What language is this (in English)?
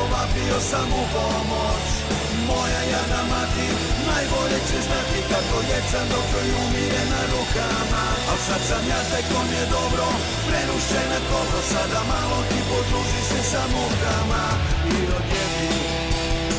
Serbian